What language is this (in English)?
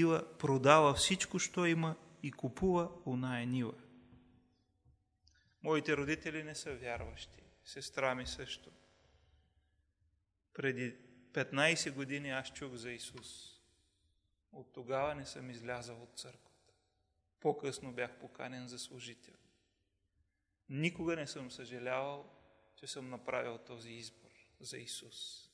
Bulgarian